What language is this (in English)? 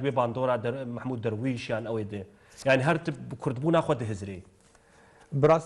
Kurdish